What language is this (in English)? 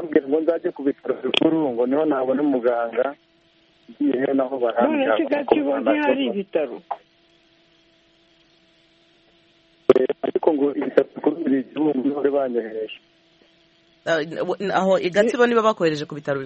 Kinyarwanda